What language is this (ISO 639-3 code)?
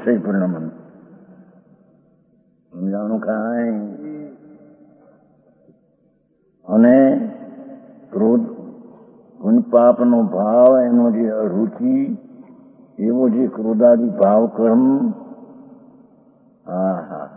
guj